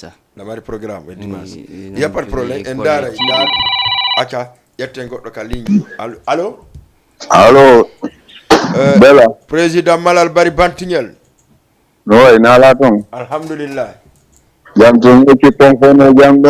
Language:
Fula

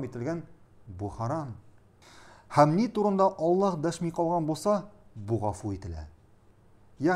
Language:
Tatar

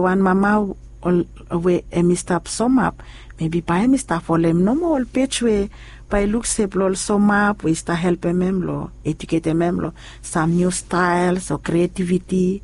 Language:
Bislama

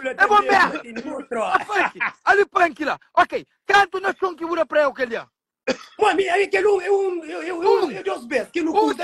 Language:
Kabuverdianu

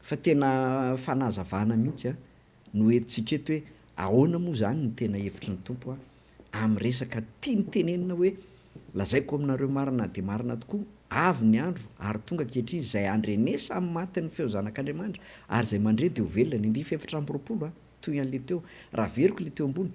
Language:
Malagasy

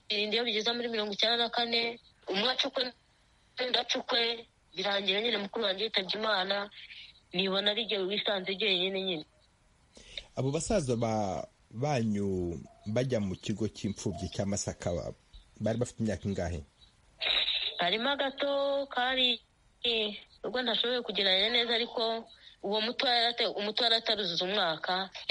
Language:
Kinyarwanda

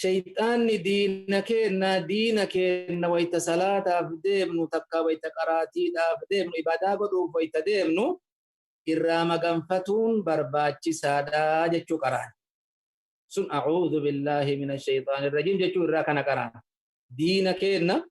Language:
Oromo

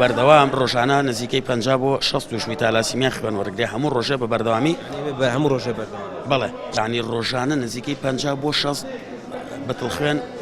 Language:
Central Kurdish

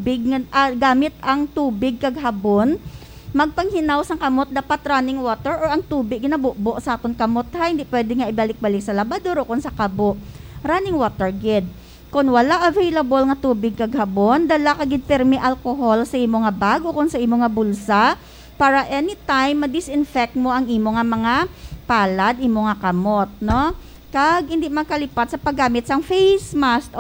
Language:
Hiligaynon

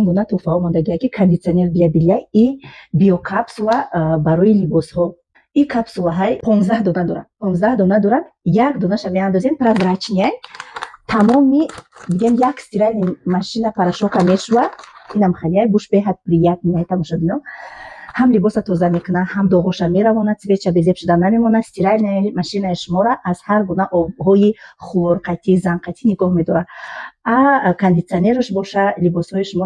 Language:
Tajik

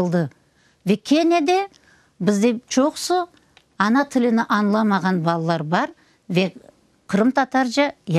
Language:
Crimean Tatar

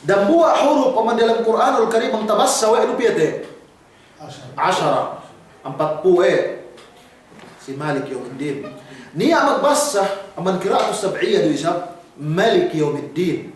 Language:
Yakan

